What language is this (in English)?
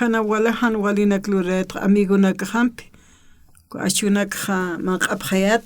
Aymara